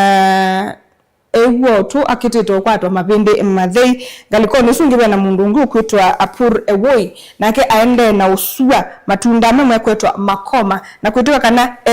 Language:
Kamba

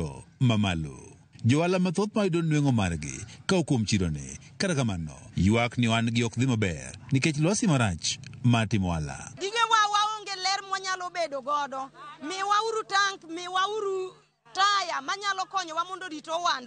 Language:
Luo (Kenya and Tanzania)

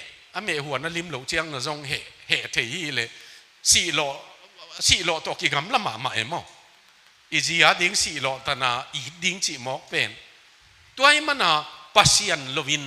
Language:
Tedim Chin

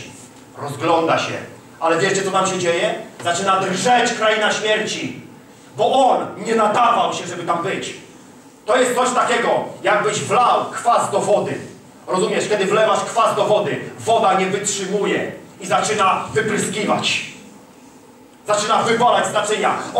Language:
Polish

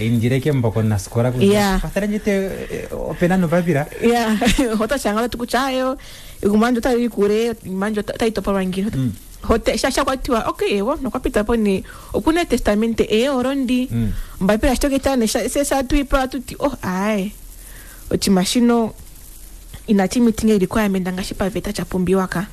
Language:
Kuanyama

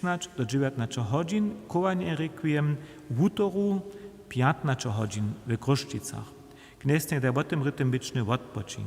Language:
Upper Sorbian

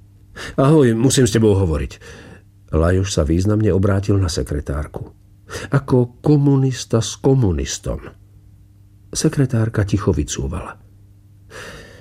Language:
Slovak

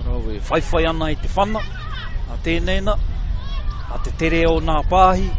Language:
Māori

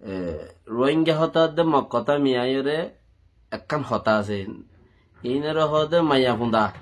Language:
Rohingya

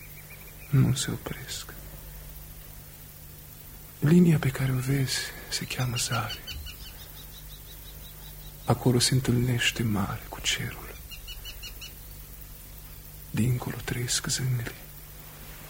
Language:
Romanian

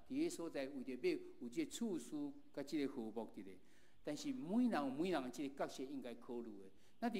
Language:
Min Nan Chinese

